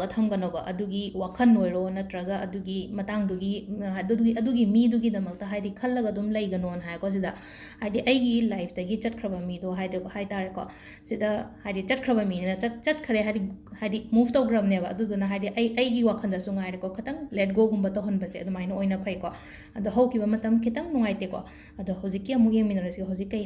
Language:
Manipuri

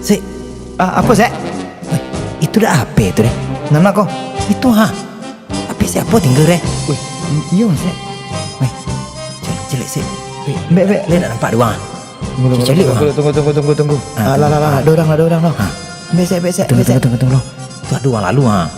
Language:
Minangkabau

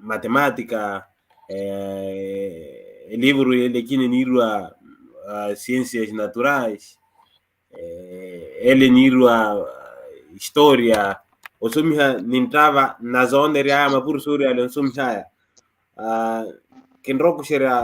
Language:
Makhuwa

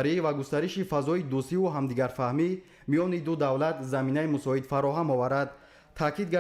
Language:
Tajik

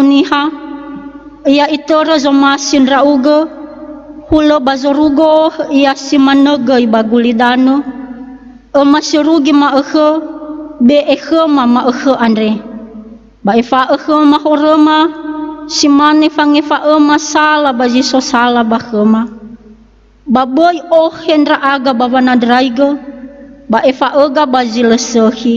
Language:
Nias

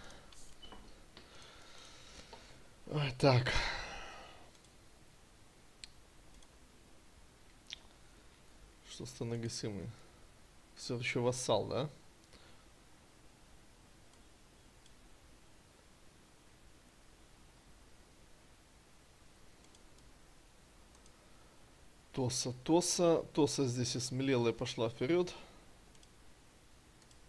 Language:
Russian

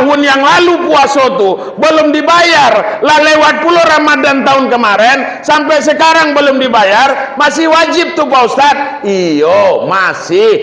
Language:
Minangkabau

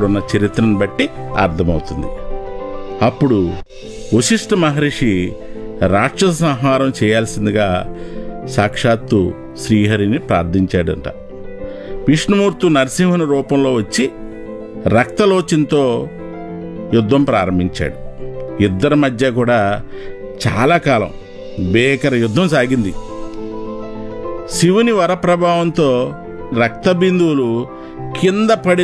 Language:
Telugu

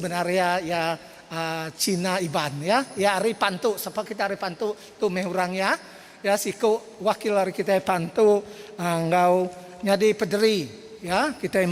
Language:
Iban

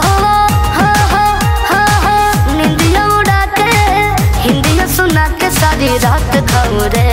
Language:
Bhojpuri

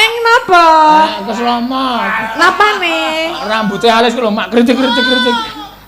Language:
Javanese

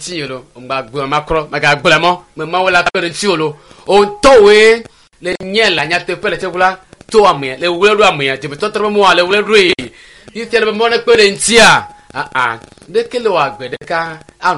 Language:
Ewe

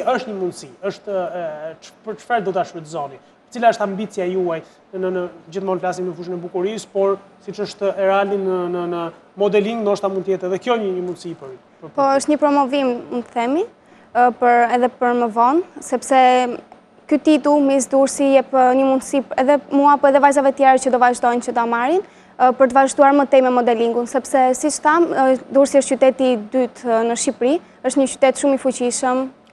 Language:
Albanian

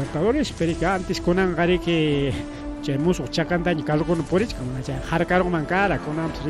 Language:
Ayacucho Quechua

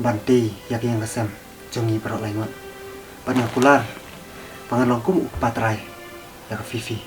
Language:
Khasi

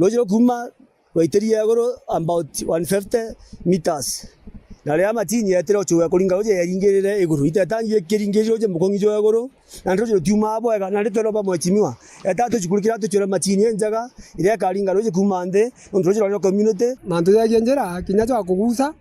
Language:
Meru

